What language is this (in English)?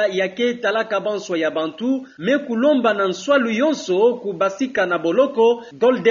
Kituba (Democratic Republic of Congo)